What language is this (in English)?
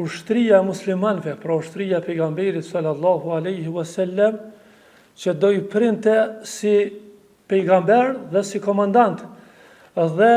Albanian